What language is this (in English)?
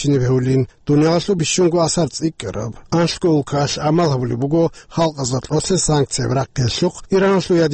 Avaric